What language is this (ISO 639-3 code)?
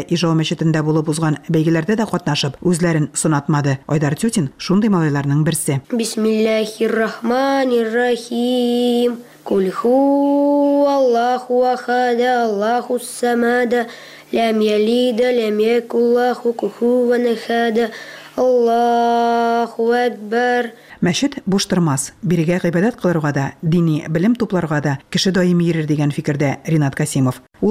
tat